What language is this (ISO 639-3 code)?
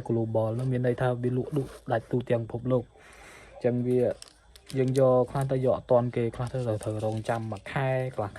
khm